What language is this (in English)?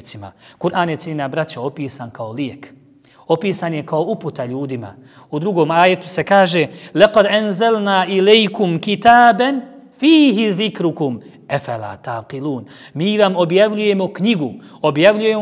Bosnian